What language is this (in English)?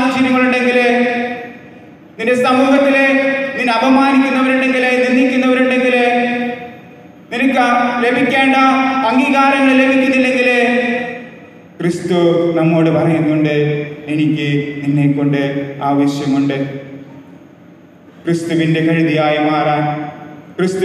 Malayalam